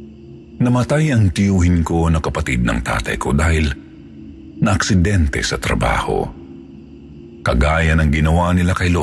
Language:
Filipino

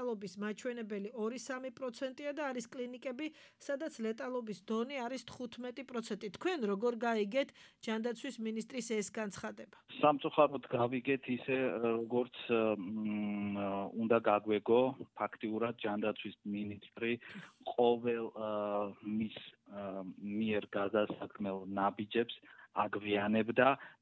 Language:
Georgian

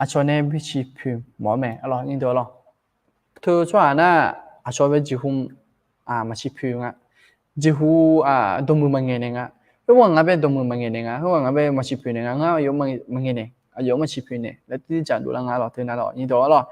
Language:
Akha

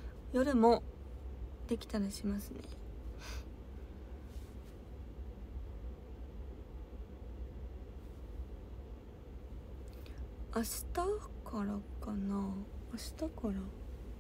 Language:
Japanese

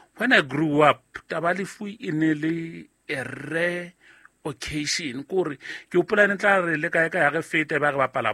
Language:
Southern Sotho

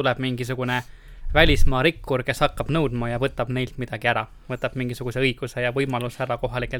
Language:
Estonian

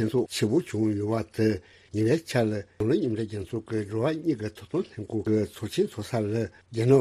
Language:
Tibetan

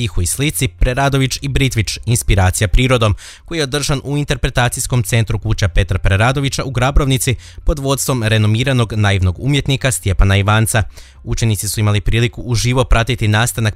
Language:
Croatian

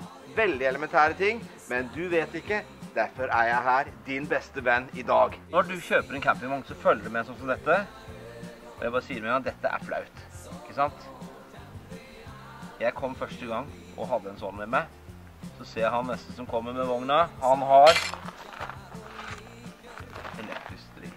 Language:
Norwegian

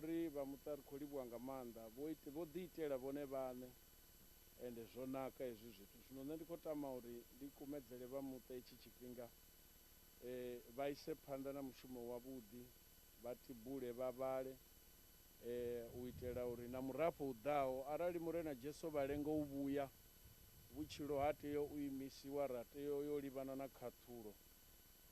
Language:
Venda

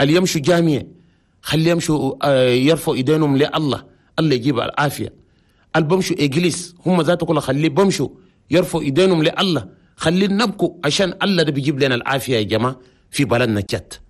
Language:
Chadian Arabic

